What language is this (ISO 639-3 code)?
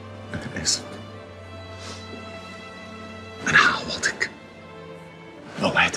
arz